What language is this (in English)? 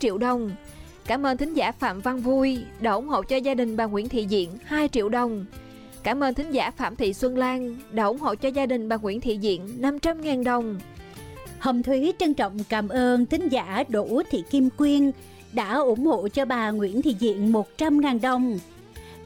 Vietnamese